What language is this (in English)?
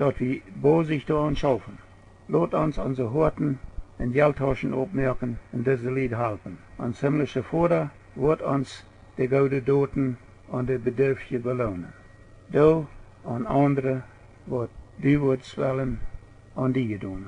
Plautdietsch